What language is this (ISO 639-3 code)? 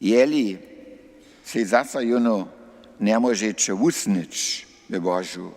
hsb